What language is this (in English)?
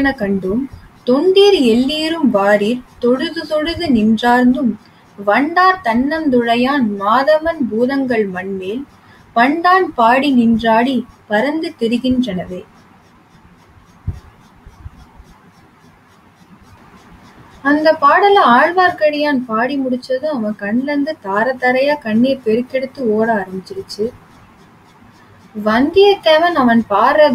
Tamil